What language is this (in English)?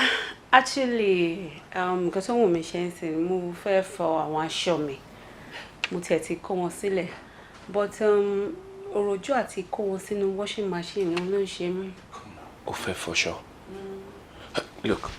Yoruba